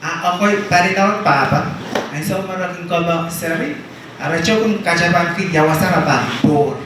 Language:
Pohnpeian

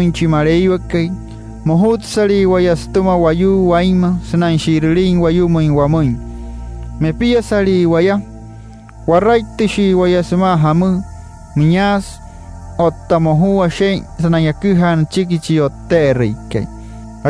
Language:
Wayuu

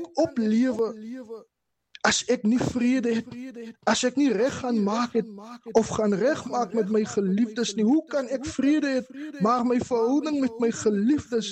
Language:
Afrikaans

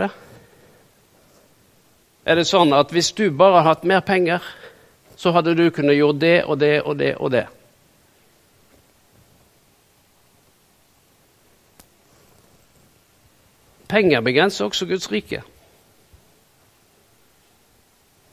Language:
Norwegian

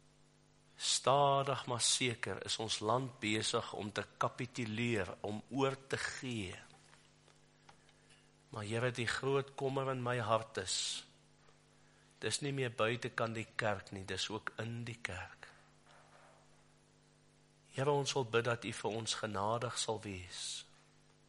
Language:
Afrikaans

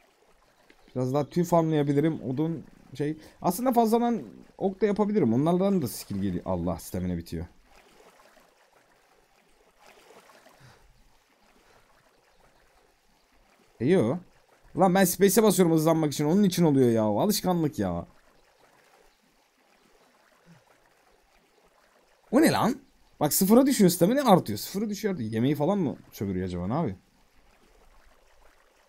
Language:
Turkish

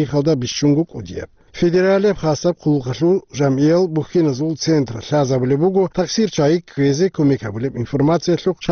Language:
Avaric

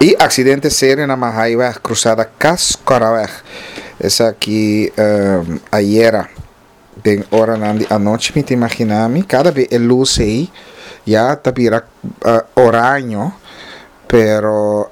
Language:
Papiamento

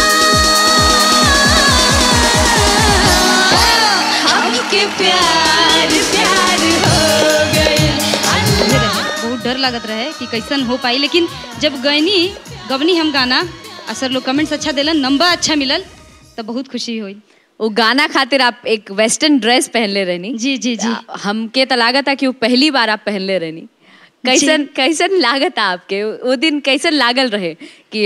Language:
Bhojpuri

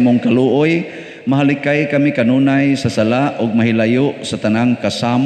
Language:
Cebuano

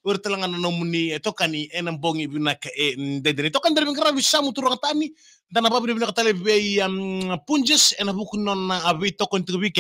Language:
Fijian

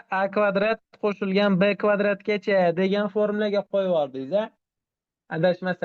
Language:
Uzbek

